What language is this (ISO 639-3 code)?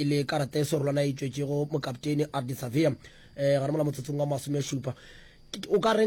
nso